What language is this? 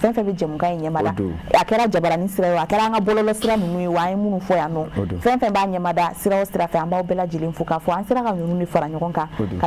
Bambara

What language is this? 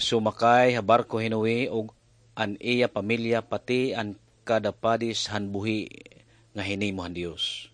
Waray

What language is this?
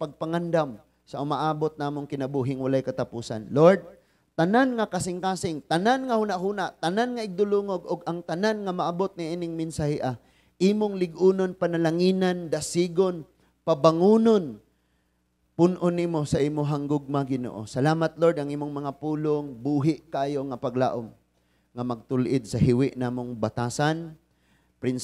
Cebuano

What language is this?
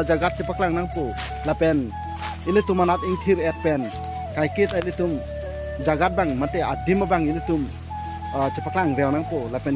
Karbi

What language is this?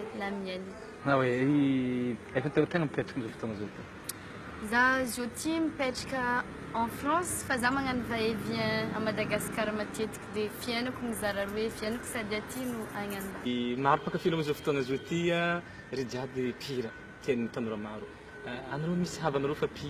Malagasy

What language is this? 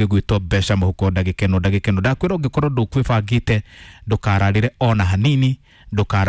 Kikuyu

